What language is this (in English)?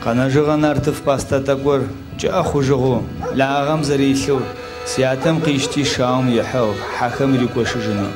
Adyghe